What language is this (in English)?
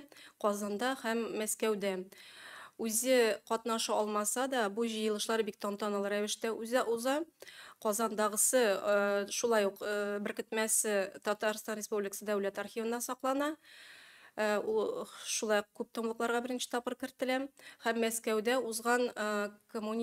Tatar